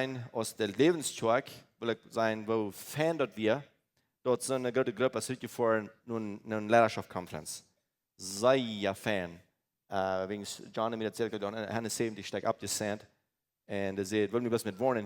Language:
Plautdietsch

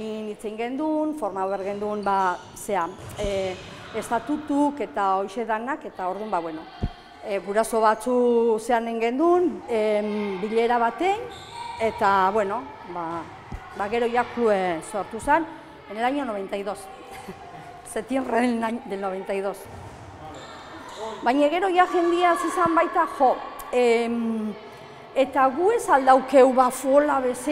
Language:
Basque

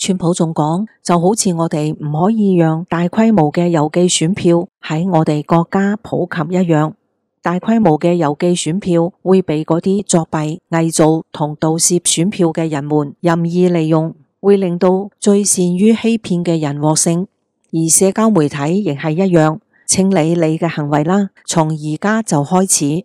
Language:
Cantonese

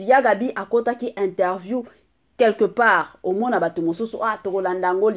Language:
Lingala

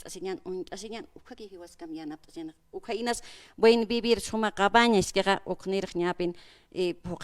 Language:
Aymara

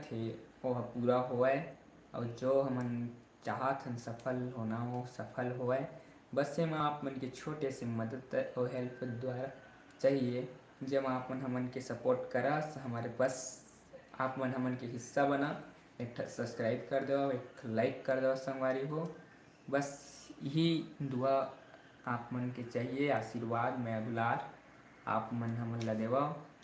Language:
Chhattisgarhi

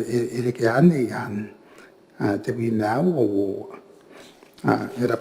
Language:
Gilbertese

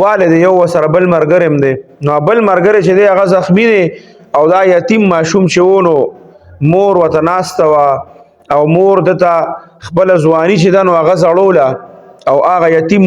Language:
Pashto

